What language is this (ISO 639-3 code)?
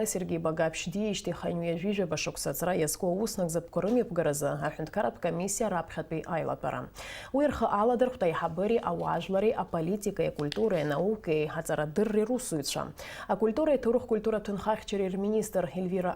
abk